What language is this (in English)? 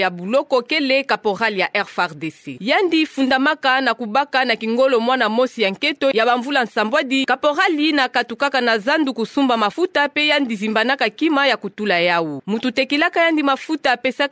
Kituba (Democratic Republic of Congo)